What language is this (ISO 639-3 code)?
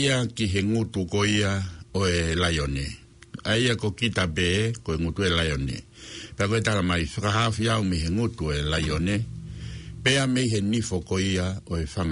ton